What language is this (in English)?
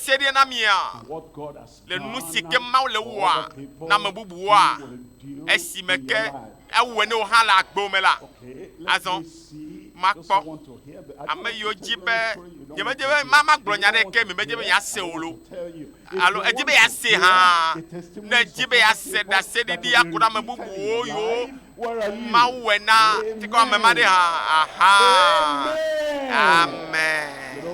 Ewe